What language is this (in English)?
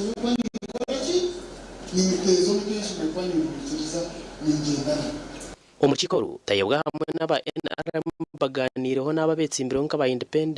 Nyankole